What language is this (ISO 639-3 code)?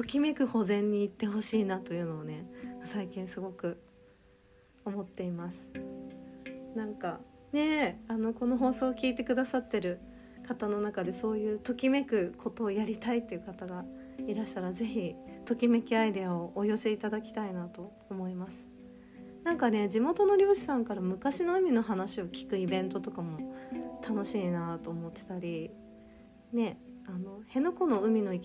jpn